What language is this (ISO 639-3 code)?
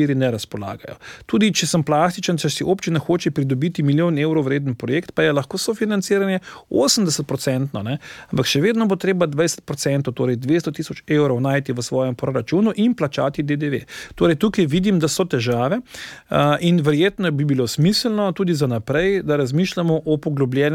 slv